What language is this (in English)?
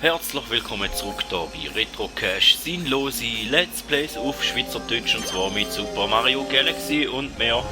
Swiss German